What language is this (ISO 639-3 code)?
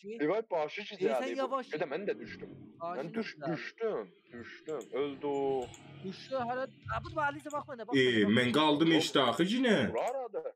azb